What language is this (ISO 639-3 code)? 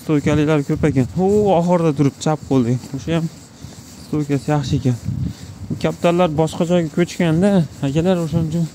uzb